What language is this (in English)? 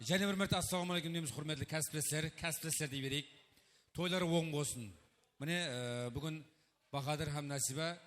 Kara-Kalpak